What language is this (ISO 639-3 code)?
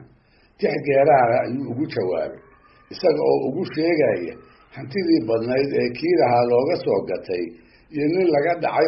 som